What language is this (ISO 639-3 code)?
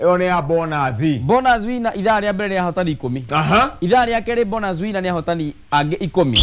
kik